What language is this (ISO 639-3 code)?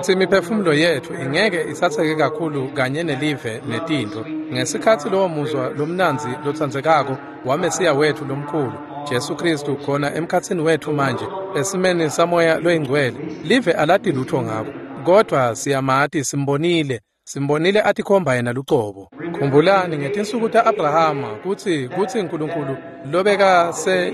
ssw